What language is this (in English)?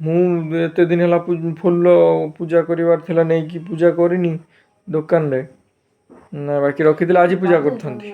Odia